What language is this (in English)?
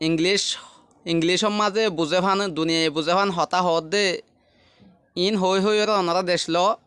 Rohingya